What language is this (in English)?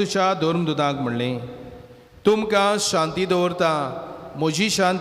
Konkani